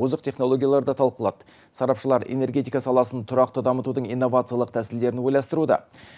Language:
Kazakh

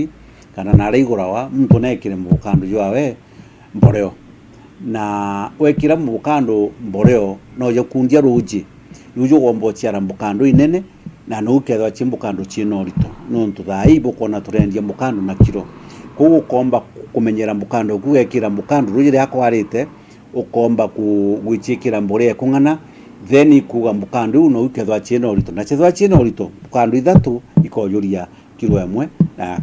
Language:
Meru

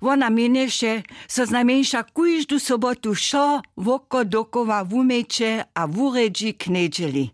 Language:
Upper Sorbian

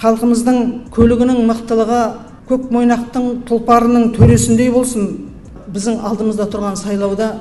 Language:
Kazakh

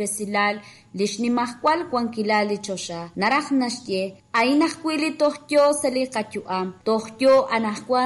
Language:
Kekchí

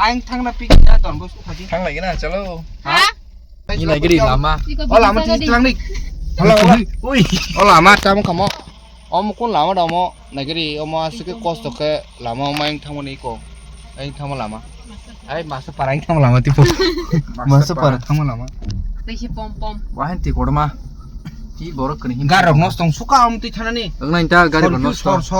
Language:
Kok Borok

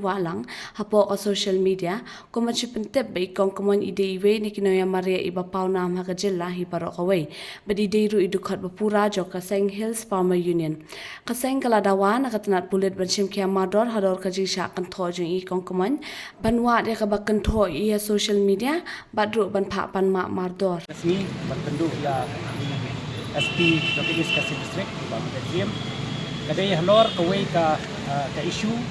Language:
Khasi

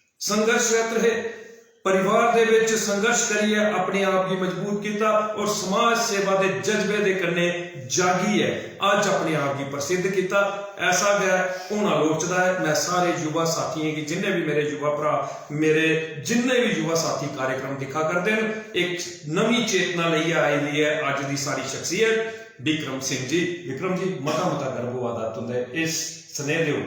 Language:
Dogri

